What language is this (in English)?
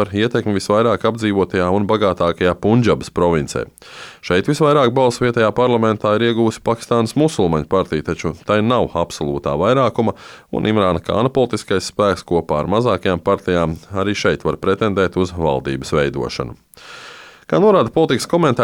Latvian